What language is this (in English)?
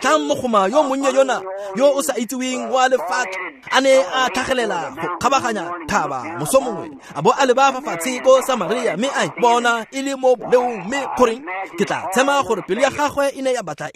Tswana